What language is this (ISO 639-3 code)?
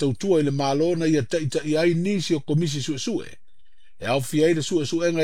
smo